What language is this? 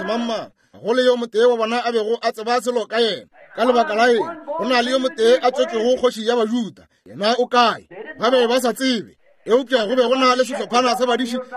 Northern Sotho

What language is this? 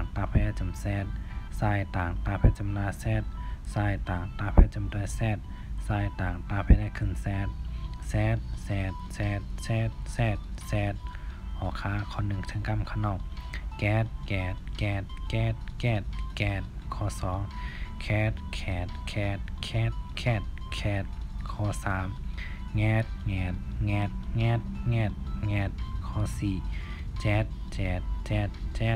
Shan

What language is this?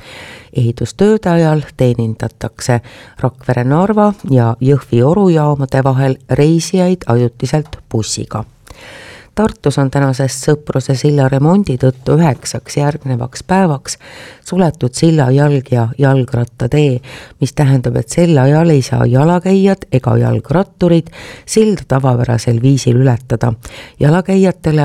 Estonian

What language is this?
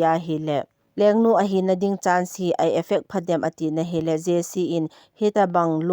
Thado Chin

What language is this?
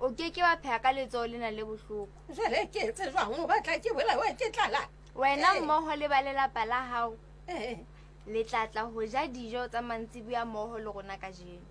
Southern Sotho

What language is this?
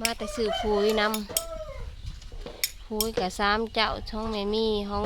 Northeastern Thai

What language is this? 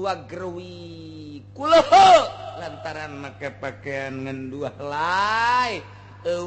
Sundanese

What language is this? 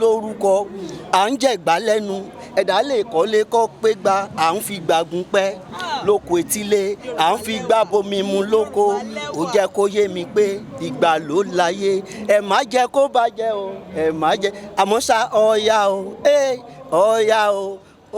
Yoruba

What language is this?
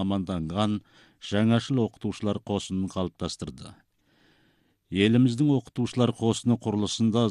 Kazakh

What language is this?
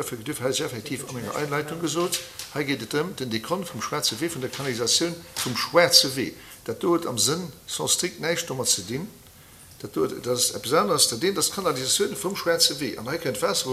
Luxembourgish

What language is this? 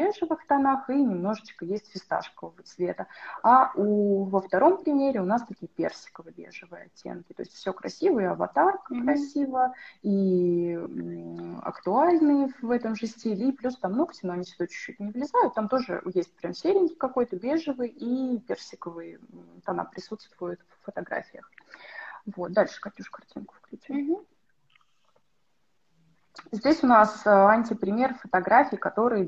Russian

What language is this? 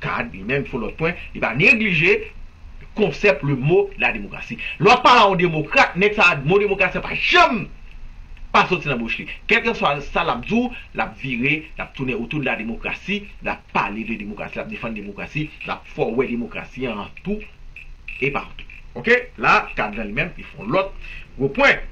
Haitian Creole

